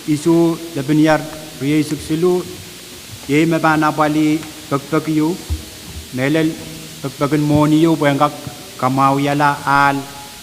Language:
Pohnpeian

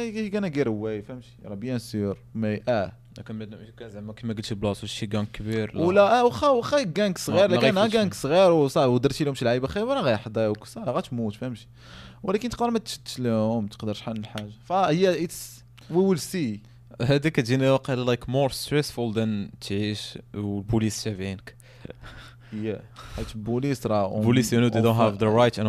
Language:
Moroccan Arabic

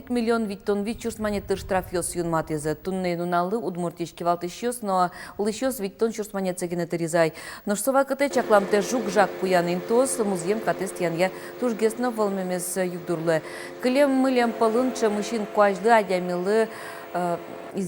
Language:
Udmurt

